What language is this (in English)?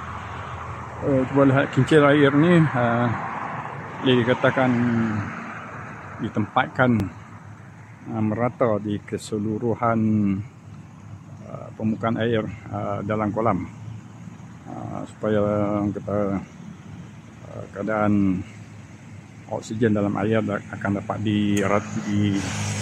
Malay